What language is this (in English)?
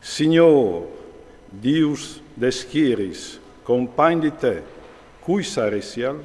Friulian